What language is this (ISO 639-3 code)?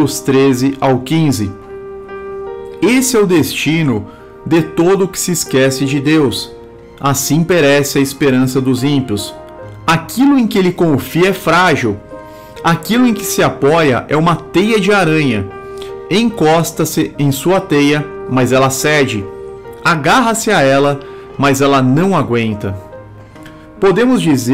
por